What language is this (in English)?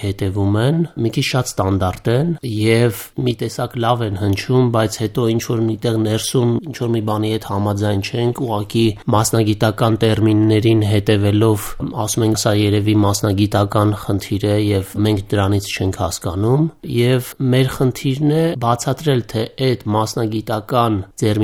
Armenian